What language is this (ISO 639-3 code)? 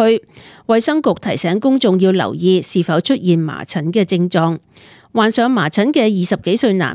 yue